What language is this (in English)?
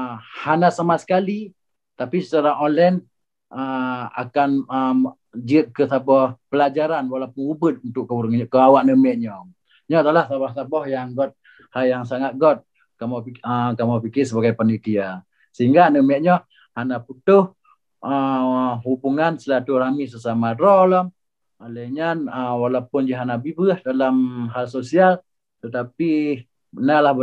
Achinese